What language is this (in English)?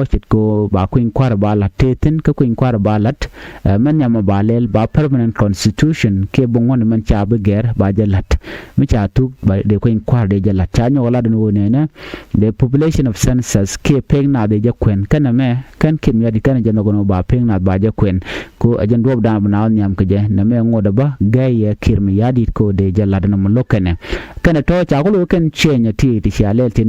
Nuer